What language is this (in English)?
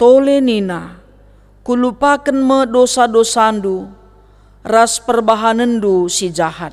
Batak Karo